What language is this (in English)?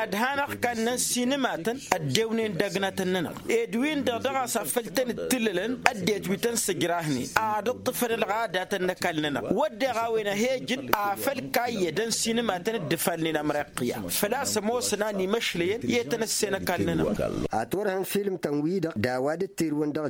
Tamasheq